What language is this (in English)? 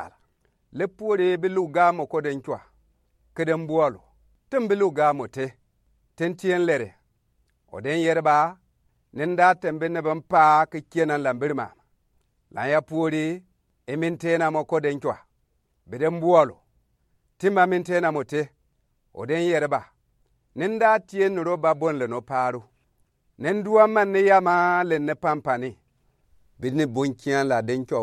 Gourmanchéma